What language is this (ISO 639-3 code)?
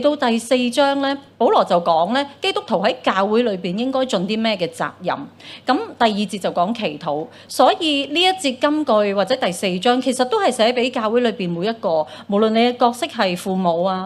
yue